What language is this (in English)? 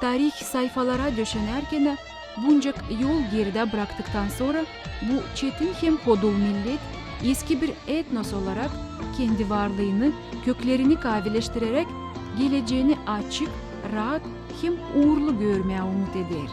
Gagauz